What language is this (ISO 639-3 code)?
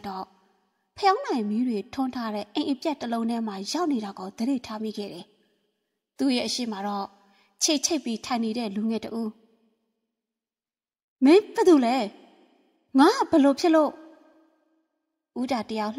mya